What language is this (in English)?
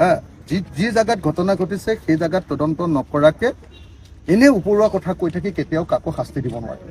Assamese